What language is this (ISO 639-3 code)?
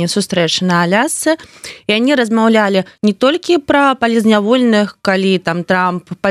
bel